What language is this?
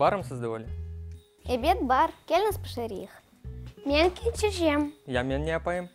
Crimean Tatar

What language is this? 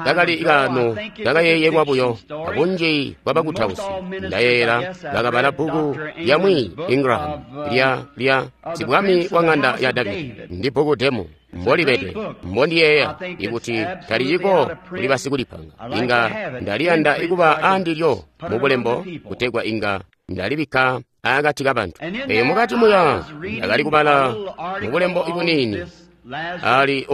Tonga (Zambia)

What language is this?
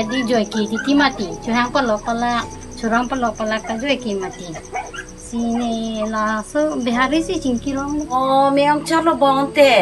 Karbi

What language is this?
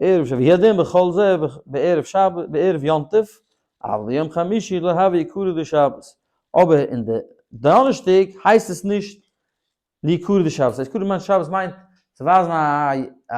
Yiddish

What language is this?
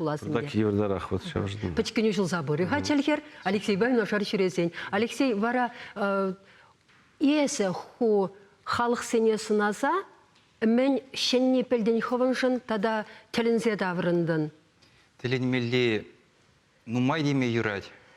Chuvash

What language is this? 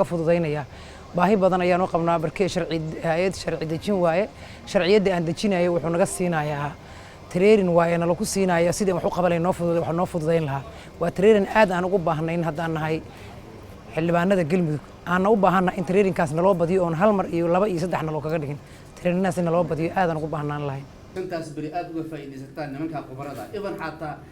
Somali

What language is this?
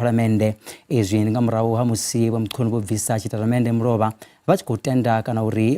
Venda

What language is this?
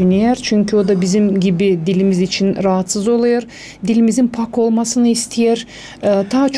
Gagauz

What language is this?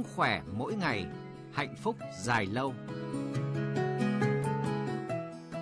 Vietnamese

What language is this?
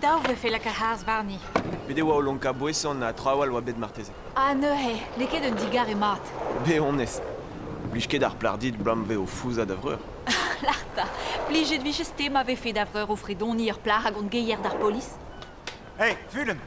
Breton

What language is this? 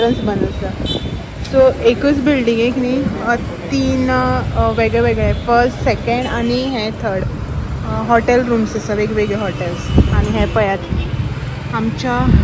Konkani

